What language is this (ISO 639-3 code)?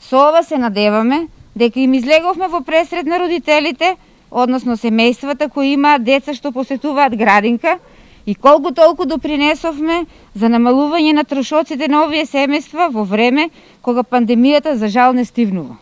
mkd